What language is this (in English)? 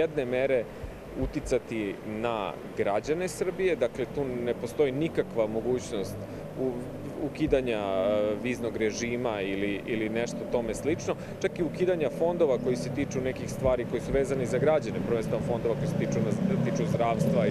Serbian